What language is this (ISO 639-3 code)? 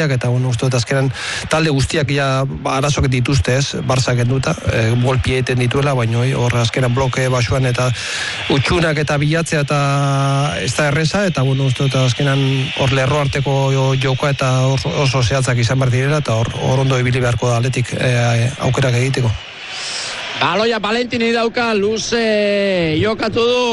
eus